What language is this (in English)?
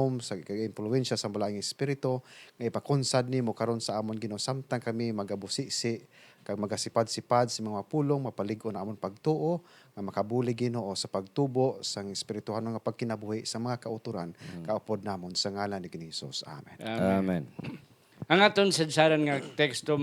Hiligaynon